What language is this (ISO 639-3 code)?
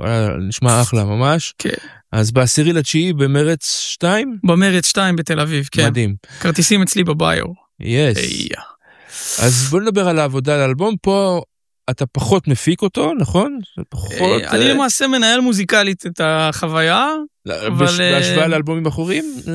heb